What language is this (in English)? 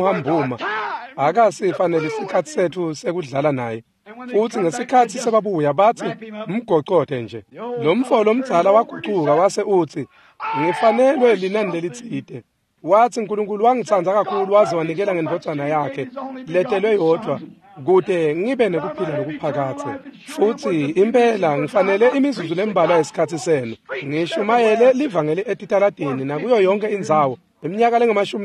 Swati